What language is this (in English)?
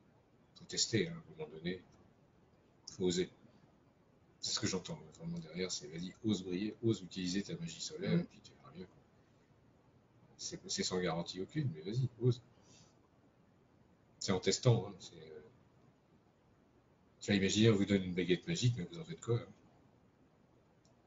French